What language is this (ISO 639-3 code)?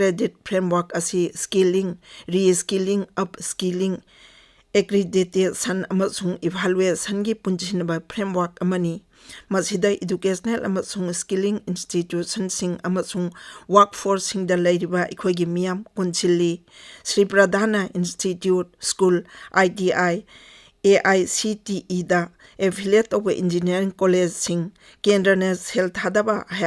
mni